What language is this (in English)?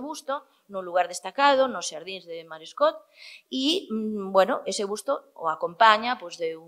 Galician